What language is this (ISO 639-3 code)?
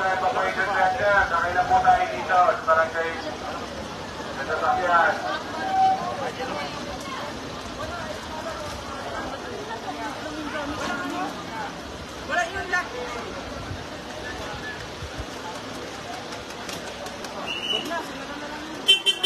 fil